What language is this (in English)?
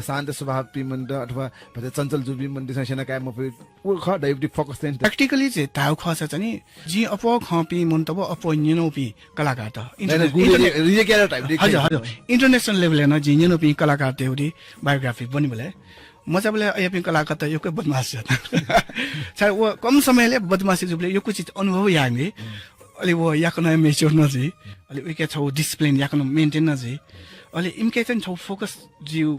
Newari